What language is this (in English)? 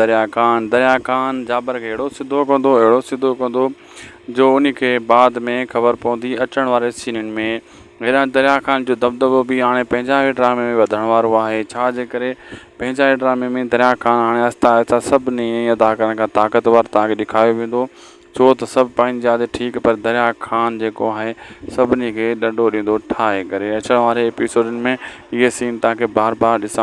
Sindhi